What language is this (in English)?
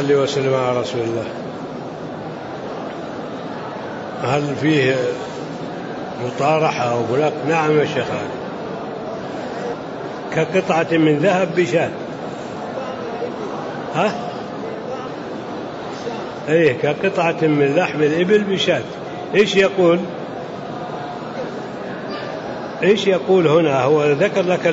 Arabic